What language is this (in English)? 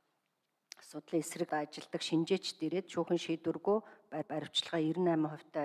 Mongolian